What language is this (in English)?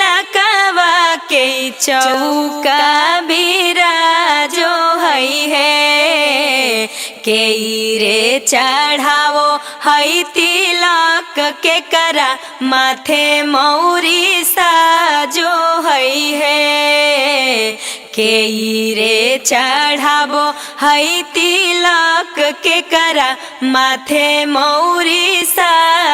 Magahi